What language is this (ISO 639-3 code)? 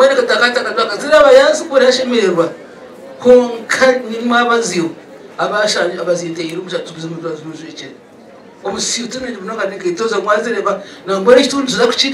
nyn